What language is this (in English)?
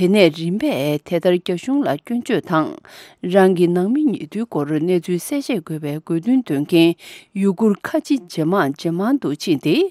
Tibetan